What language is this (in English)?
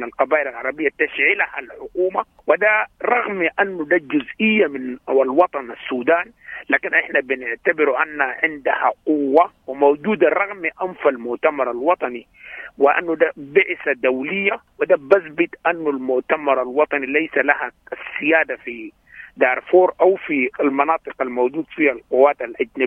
Sudanese Arabic